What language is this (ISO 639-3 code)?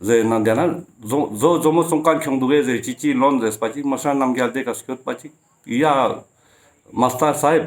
lbj